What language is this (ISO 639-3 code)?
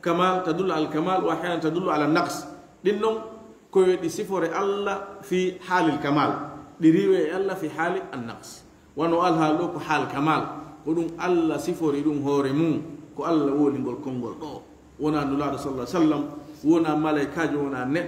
ful